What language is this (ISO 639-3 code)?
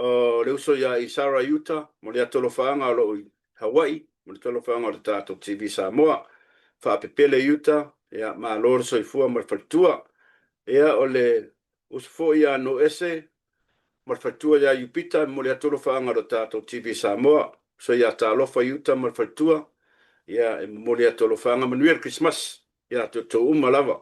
smo